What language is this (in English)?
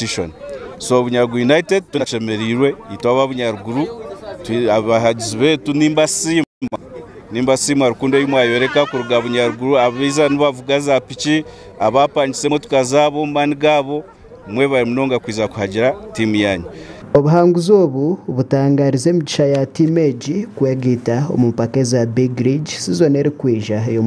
Nyankole